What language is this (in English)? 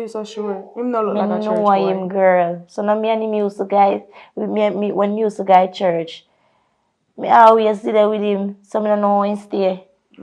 Jamaican Creole English